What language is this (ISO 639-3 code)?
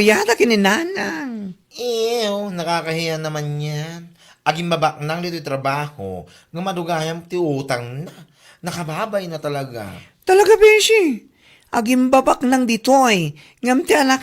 ilo